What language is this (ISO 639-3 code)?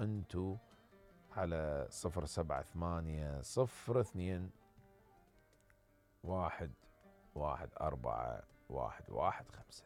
acm